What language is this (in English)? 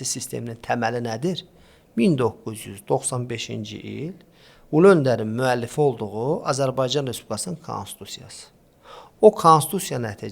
Azerbaijani